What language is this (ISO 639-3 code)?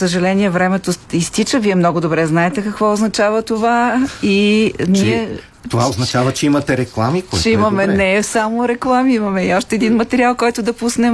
bul